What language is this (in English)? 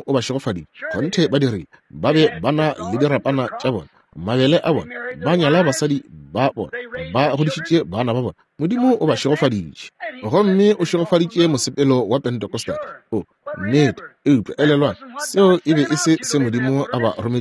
Northern Sotho